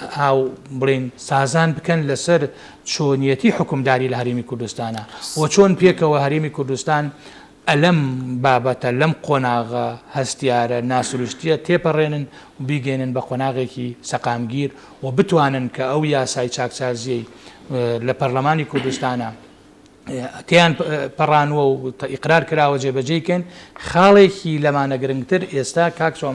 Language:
Central Kurdish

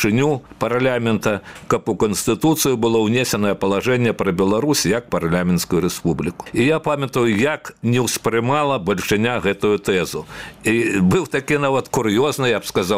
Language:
Belarusian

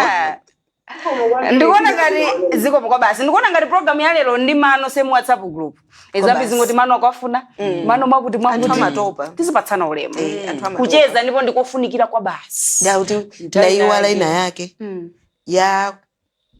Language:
Nyanja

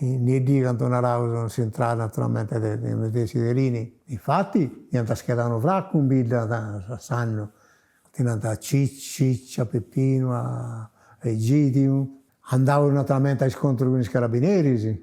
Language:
Sardinian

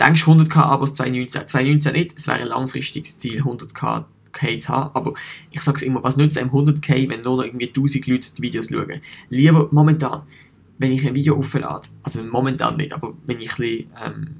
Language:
Swiss German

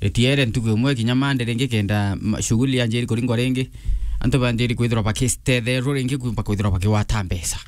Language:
Meru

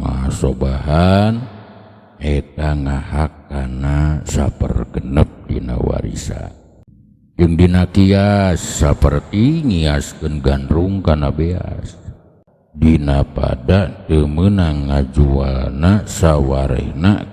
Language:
Sundanese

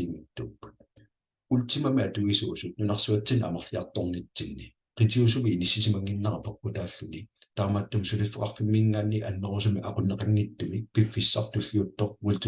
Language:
Kalaallisut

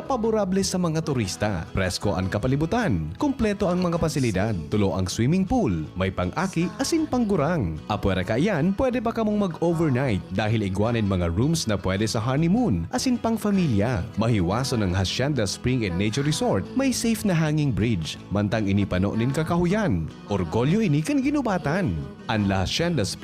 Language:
Bikol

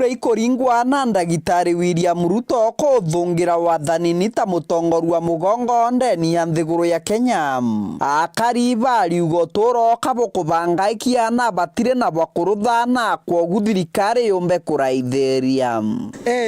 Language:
Meru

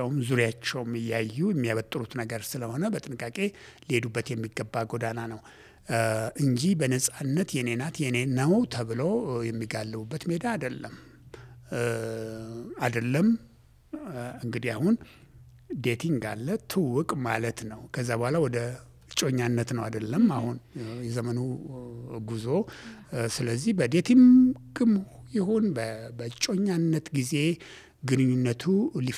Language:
Amharic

